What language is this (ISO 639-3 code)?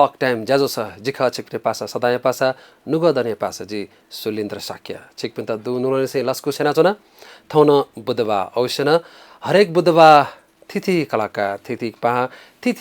new